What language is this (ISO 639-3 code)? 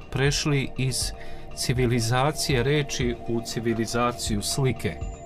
srp